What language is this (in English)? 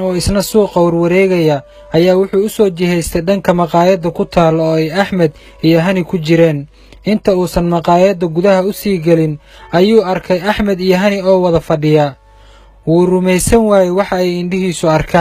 Somali